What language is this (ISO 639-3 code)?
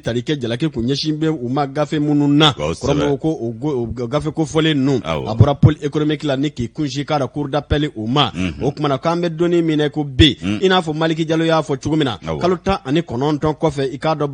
bam